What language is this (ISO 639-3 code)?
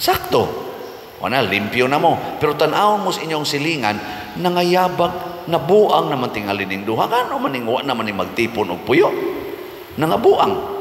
ceb